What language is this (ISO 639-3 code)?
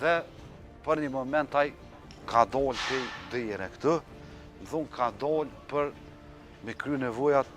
sqi